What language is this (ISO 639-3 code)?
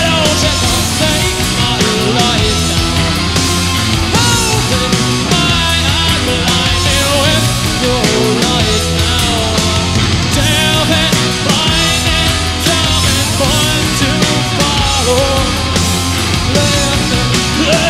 eng